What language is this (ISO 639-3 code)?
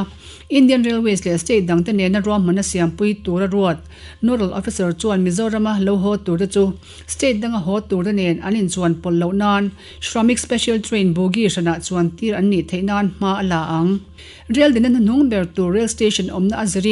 lus